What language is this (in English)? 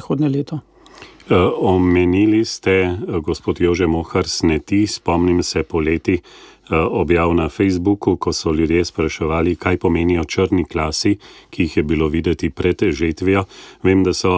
Slovenian